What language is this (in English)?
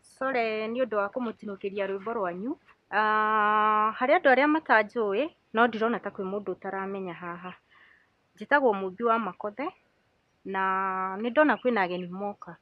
Kikuyu